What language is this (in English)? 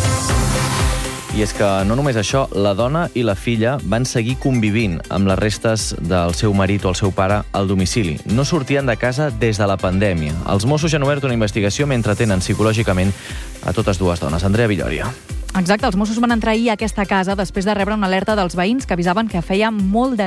Catalan